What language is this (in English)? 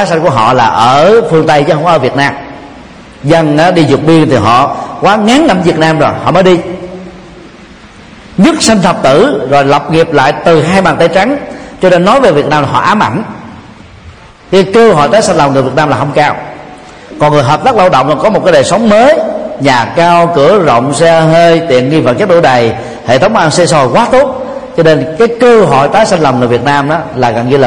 Vietnamese